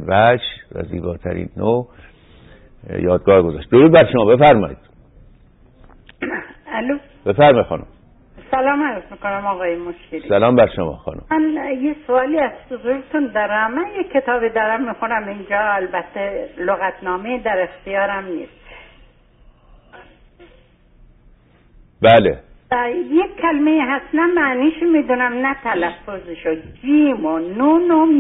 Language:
Persian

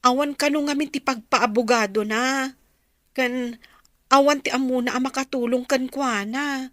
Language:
Iloko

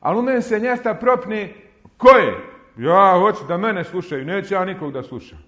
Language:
Bosnian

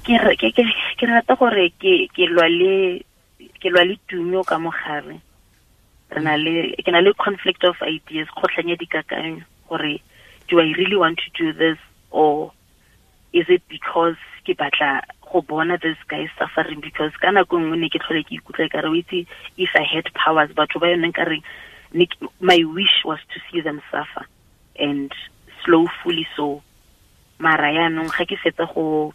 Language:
Tswana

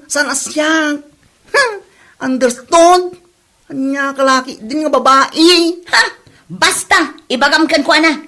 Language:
Iloko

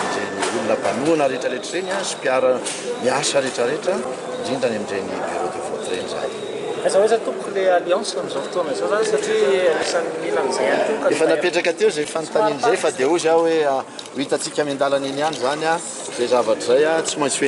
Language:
Malagasy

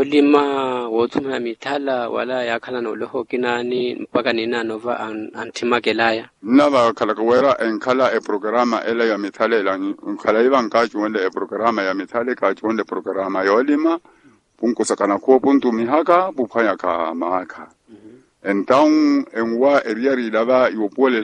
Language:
Makhuwa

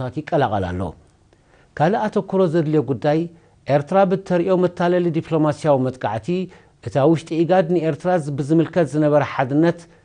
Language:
Tigrinya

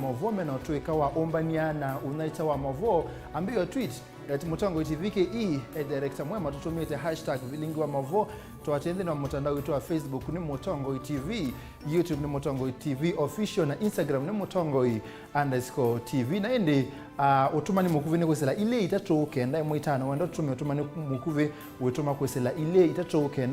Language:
Kamba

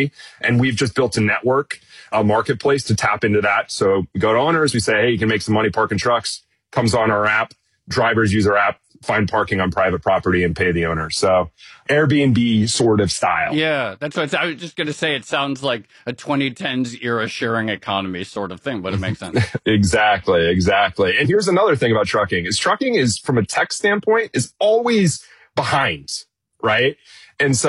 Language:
English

